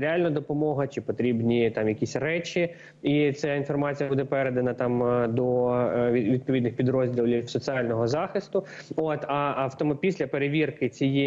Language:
Ukrainian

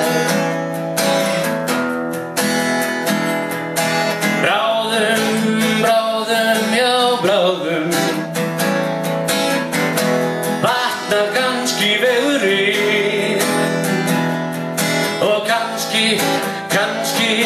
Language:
Icelandic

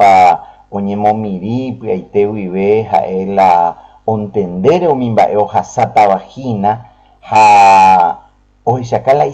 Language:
Guarani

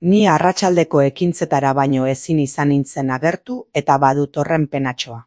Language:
Basque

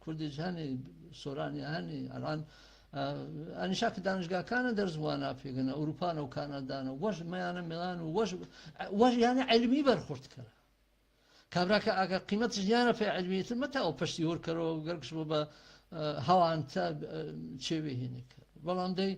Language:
Gurani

